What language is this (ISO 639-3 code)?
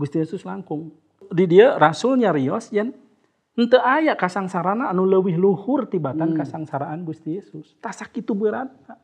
sun